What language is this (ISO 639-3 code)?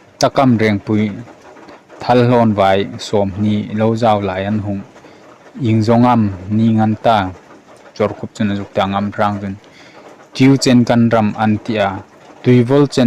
hmr